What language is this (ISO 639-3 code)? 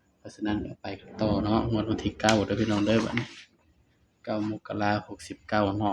tts